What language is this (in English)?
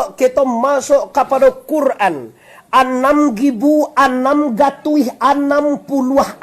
Minangkabau